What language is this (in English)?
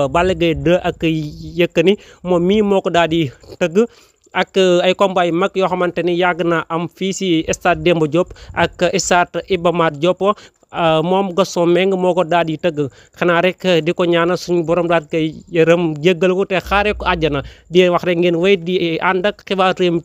Wolof